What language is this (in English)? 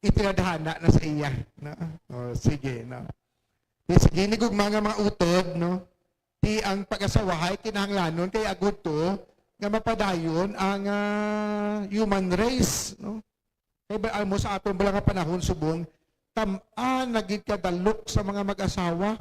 Hiligaynon